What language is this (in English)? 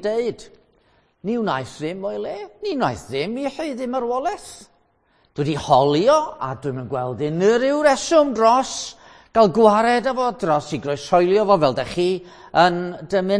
Welsh